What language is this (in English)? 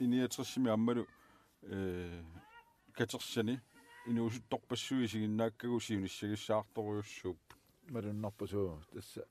Kalaallisut